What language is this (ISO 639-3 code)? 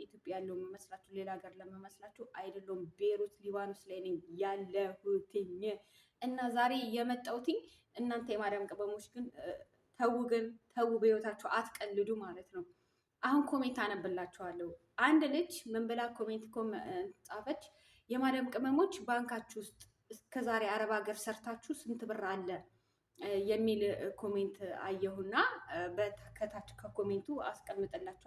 amh